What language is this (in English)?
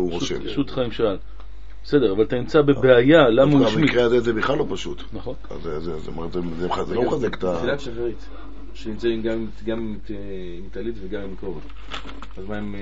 Hebrew